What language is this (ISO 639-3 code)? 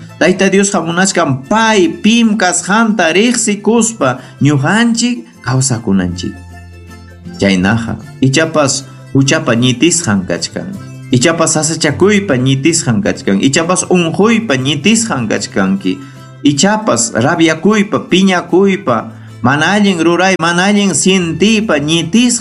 quy